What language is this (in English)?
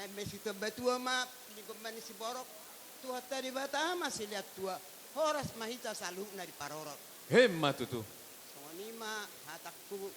Batak Toba